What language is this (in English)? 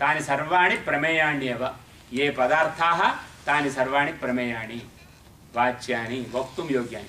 Sanskrit